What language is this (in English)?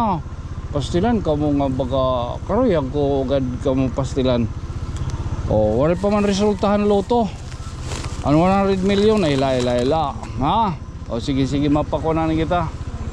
Waray